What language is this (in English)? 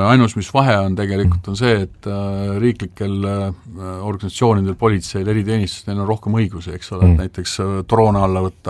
Estonian